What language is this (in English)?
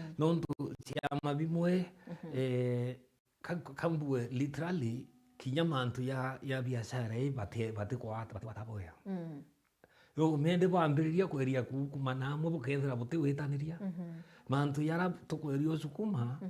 Meru